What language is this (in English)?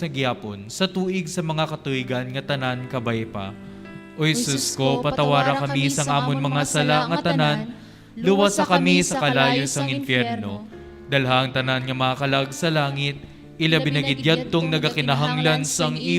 Hiligaynon